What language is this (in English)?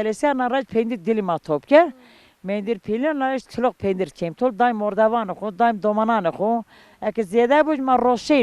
Zaza